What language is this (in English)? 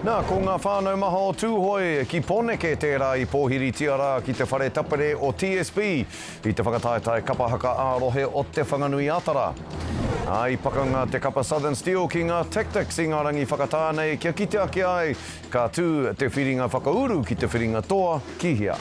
Māori